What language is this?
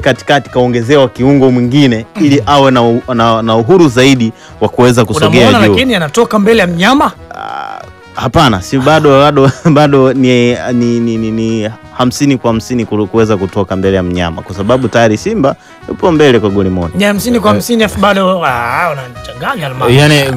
Swahili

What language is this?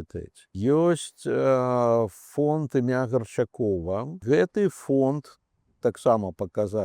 Belarusian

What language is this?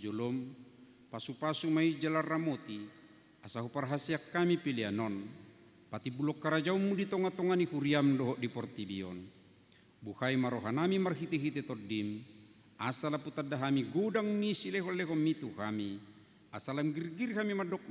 Batak Toba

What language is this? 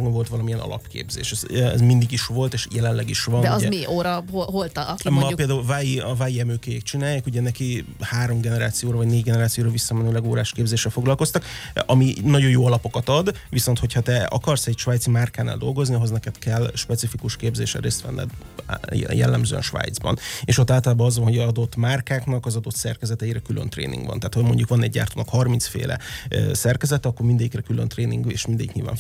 Hungarian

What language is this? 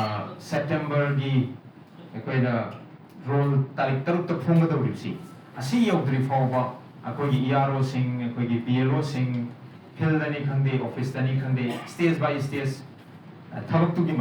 Manipuri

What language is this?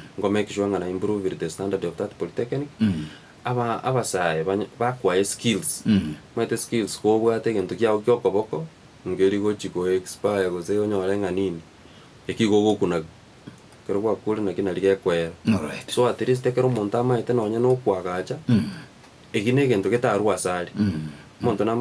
Gusii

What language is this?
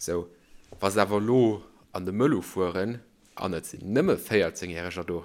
Luxembourgish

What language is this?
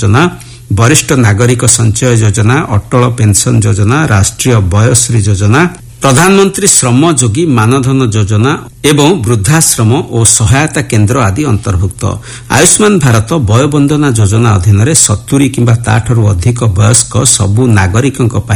Odia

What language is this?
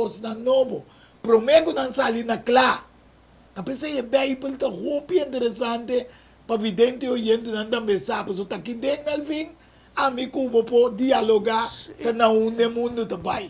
Papiamento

